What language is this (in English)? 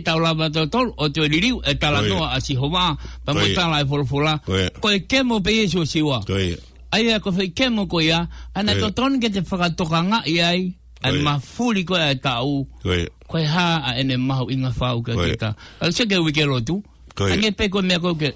Tongan